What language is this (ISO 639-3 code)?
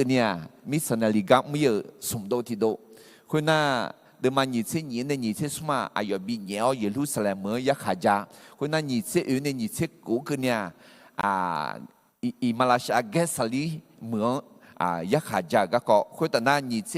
ahk